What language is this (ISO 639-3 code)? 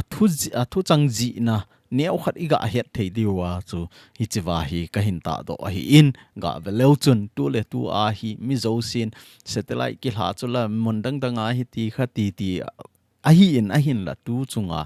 tcz